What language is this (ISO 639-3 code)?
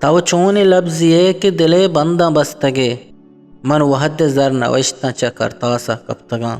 bgp